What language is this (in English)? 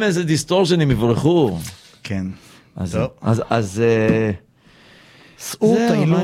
Hebrew